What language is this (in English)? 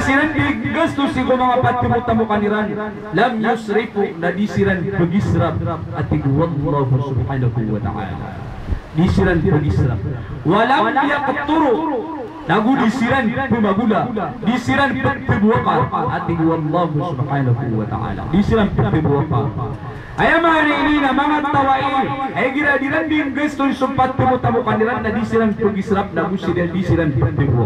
Maranao